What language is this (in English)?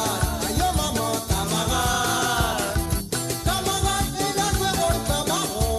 Morisyen